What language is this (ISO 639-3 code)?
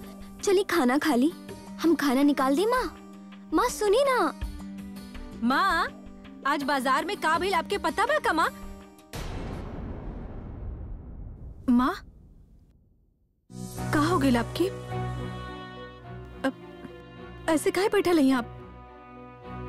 bho